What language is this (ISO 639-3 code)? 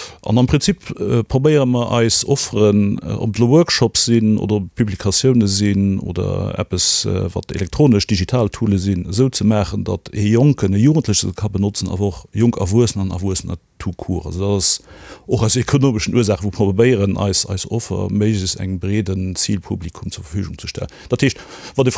ltz